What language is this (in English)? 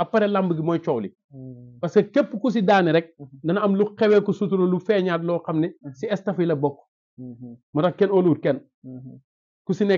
Wolof